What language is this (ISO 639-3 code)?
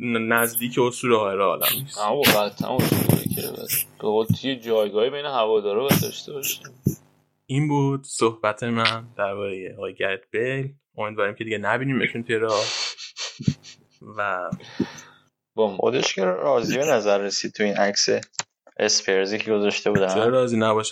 fas